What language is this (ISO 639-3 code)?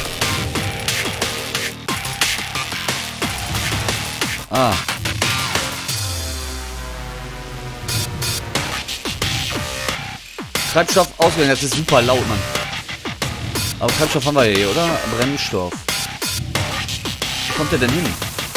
deu